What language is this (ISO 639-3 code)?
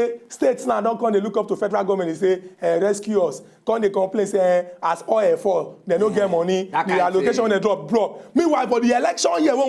pcm